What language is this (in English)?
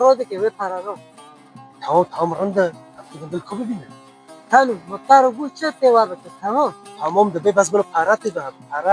Kurdish